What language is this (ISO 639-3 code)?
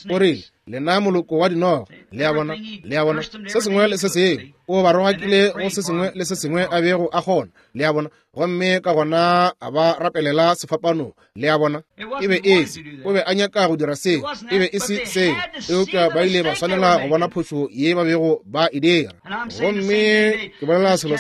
nso